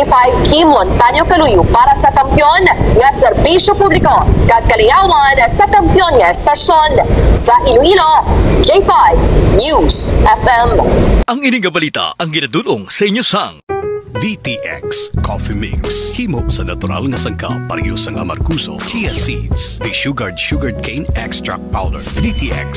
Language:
Hiligaynon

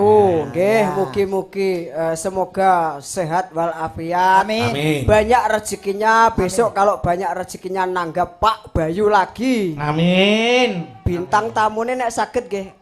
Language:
Javanese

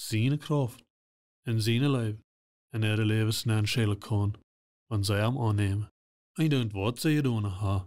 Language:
Plautdietsch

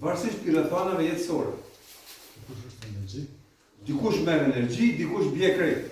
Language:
Albanian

